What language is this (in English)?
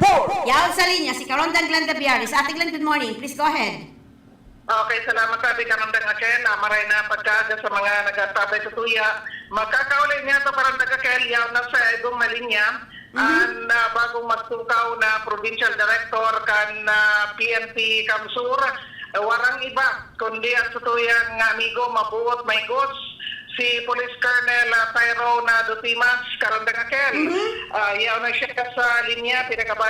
Bikol